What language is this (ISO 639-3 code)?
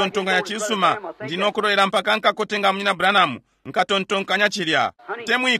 bem